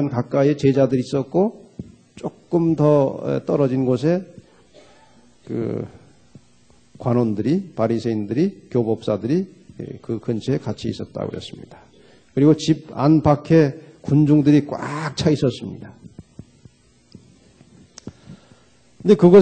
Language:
Korean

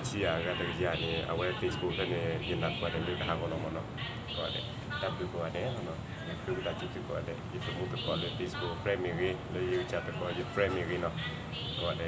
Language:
S'gaw Karen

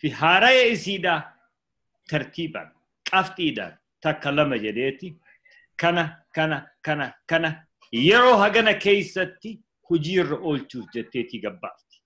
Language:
Oromo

